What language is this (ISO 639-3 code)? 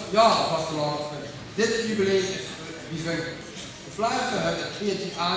lim